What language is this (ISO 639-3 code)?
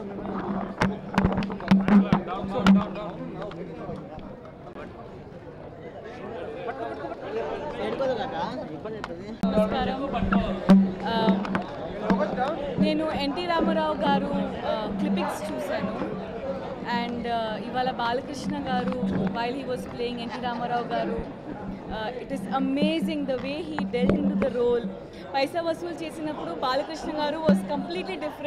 tel